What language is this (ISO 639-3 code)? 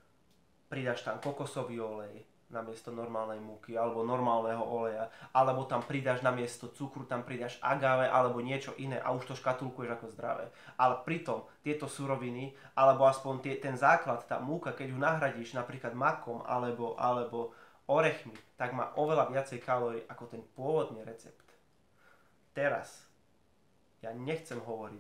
slk